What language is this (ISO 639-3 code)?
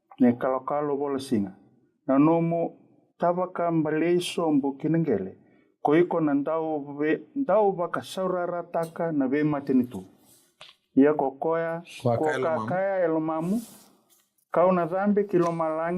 fij